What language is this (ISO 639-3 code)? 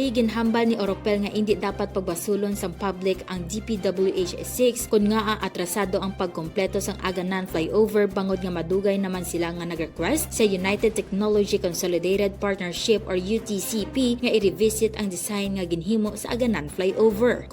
hil